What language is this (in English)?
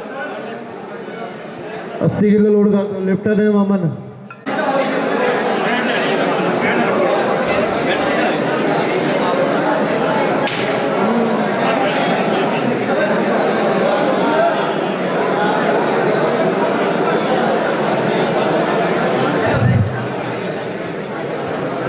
Hindi